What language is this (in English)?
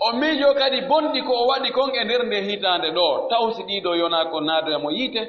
Pular